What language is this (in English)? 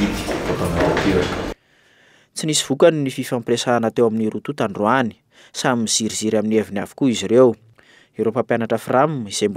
Malagasy